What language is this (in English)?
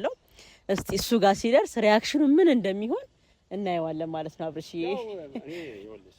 Amharic